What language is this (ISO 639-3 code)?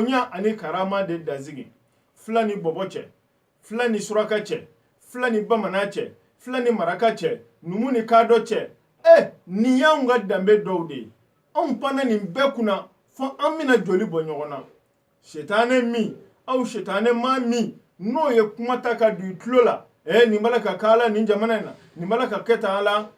bam